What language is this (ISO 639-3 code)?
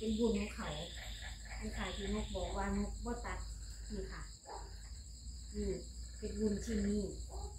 tha